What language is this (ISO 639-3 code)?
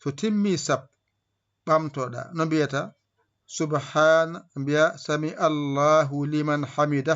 ful